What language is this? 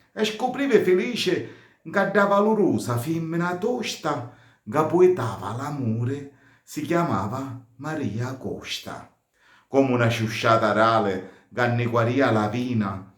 Sicilian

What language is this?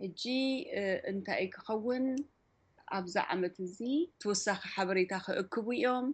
Tigrinya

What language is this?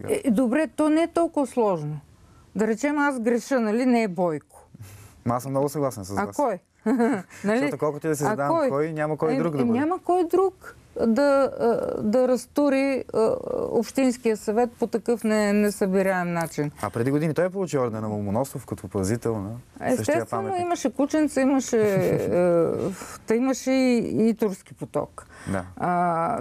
Bulgarian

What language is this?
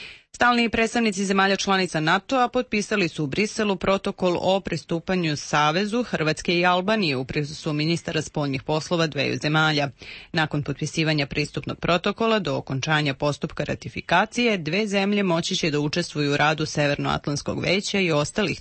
Serbian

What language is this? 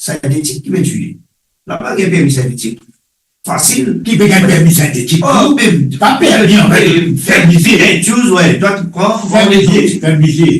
Morisyen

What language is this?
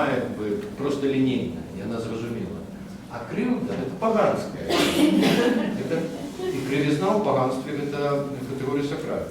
Belarusian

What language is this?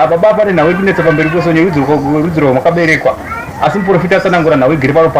Shona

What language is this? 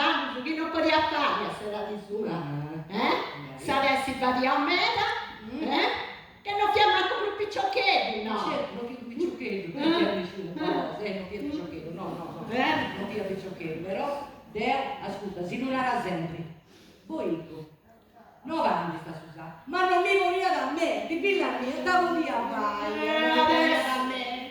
Sardinian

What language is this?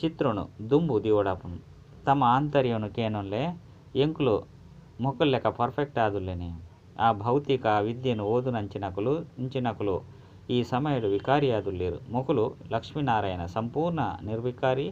Tulu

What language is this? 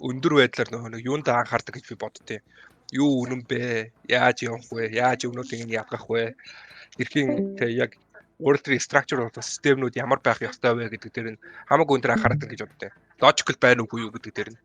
Mongolian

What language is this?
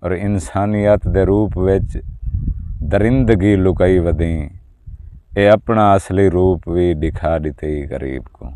Saraiki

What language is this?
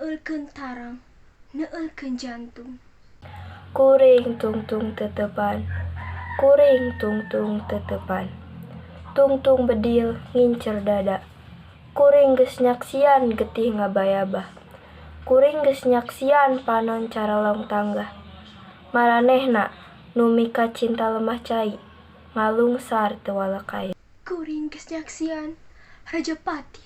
Sundanese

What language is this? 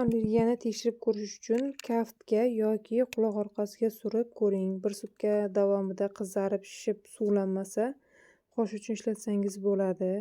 Uzbek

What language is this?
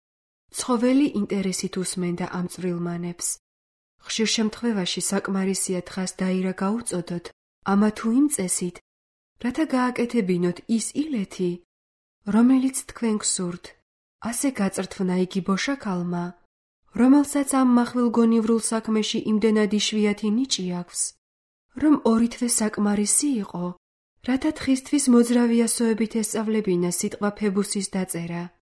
Georgian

